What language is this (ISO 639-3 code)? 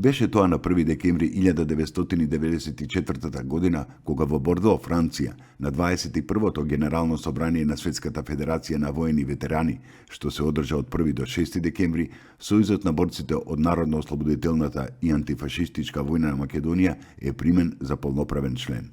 mkd